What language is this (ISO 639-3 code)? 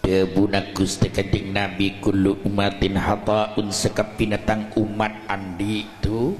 mad